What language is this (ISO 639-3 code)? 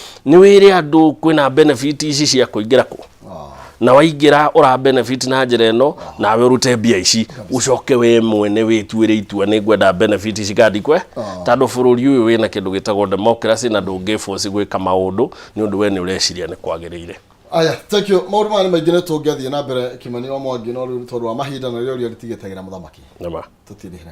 kik